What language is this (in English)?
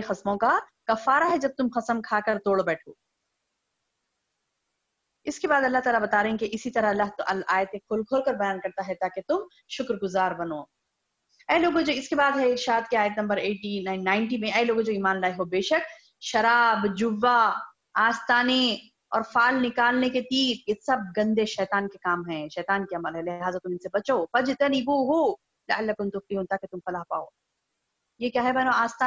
Urdu